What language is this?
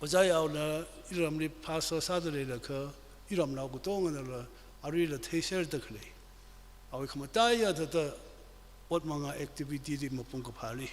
Tangkhul Naga (India)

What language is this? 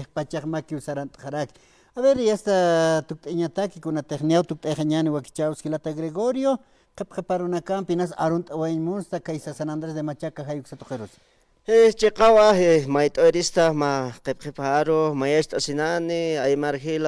Aymara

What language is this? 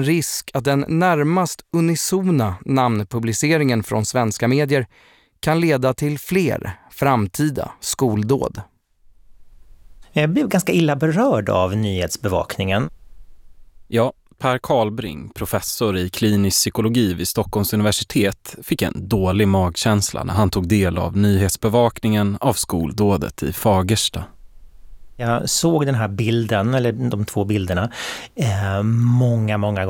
Swedish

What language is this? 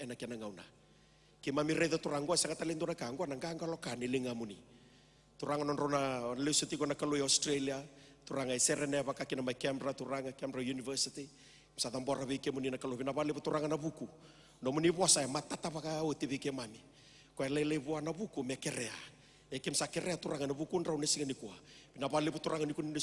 Fijian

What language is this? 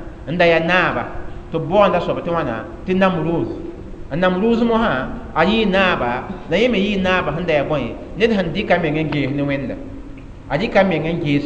Mossi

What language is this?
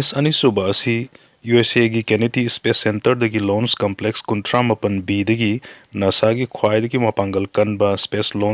Manipuri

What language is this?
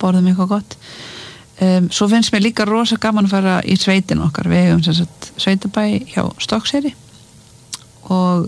Icelandic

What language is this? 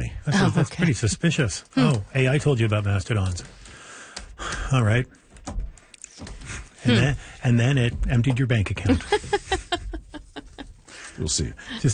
English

